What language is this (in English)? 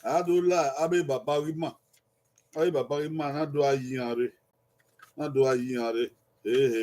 Bini